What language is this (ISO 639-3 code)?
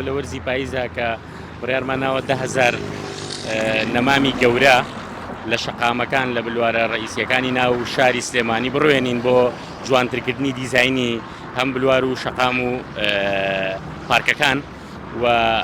ckb